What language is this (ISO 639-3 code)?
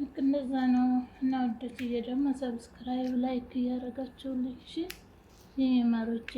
amh